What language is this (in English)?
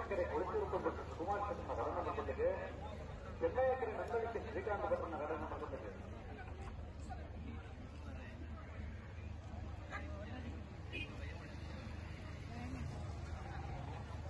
Kannada